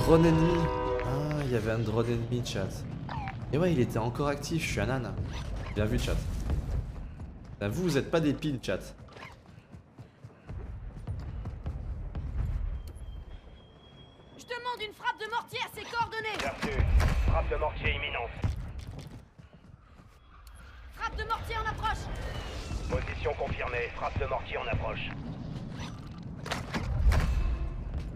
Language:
French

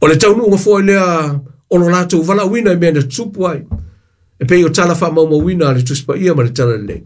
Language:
Samoan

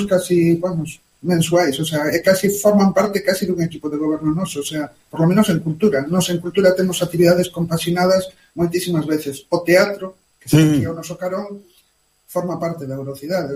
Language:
Galician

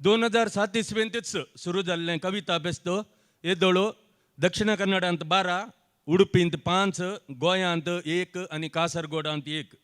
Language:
Konkani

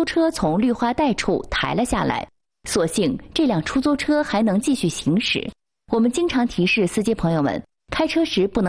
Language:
Chinese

